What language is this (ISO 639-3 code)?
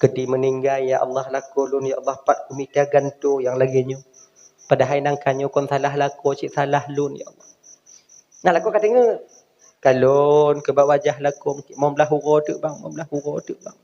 ace